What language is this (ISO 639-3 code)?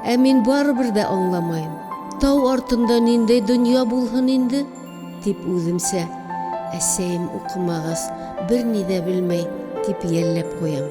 bak